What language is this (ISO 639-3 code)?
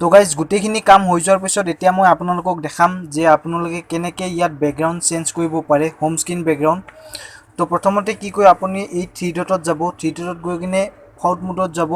asm